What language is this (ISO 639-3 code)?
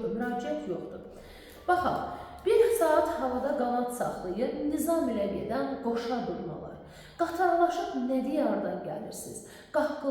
aze